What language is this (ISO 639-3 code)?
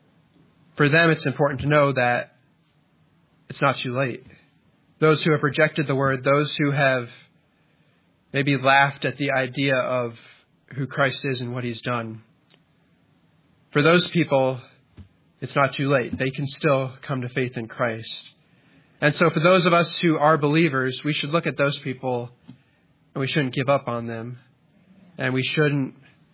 eng